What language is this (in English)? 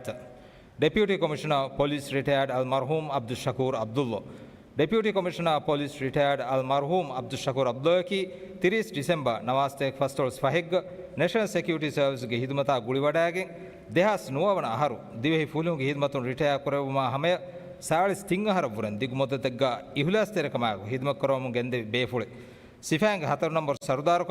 Divehi